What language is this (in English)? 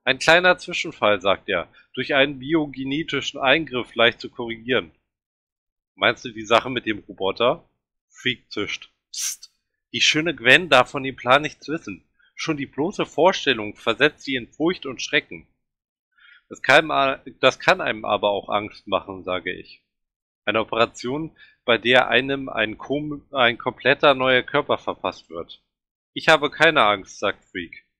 German